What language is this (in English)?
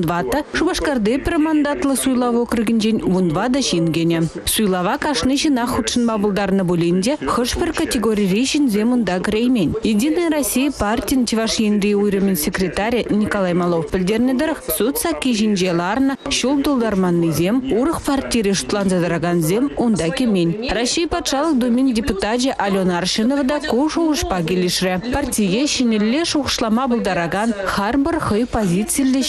Chuvash